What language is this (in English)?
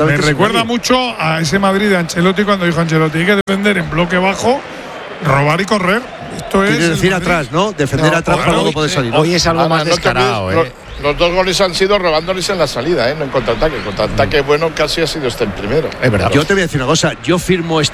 Spanish